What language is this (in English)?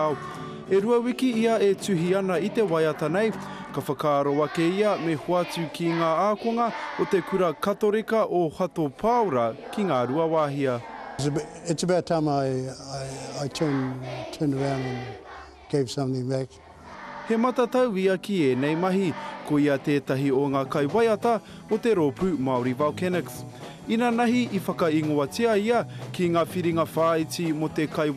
Māori